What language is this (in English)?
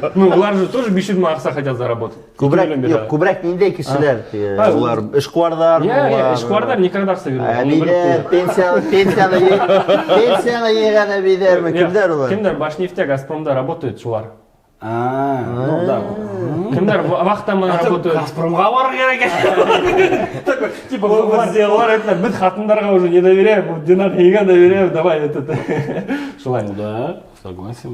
Bashkir